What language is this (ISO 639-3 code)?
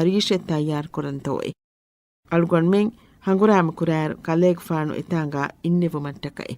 div